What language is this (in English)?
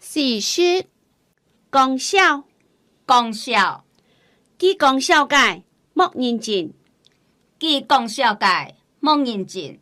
Hakka Chinese